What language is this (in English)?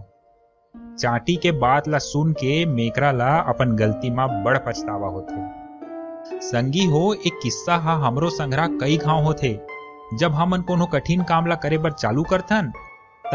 Chhattisgarhi